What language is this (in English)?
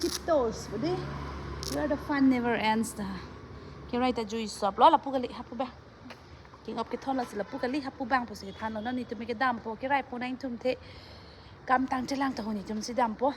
Karbi